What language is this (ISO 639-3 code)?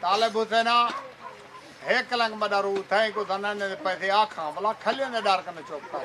skr